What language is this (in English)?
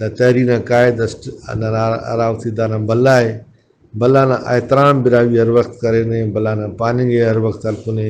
Brahui